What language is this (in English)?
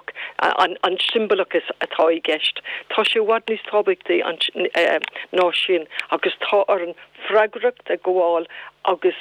Irish